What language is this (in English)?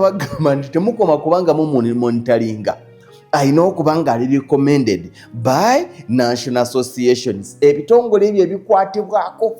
Ganda